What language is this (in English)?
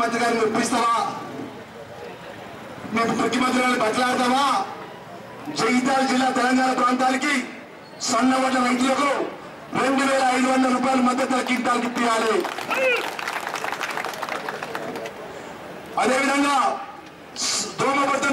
Telugu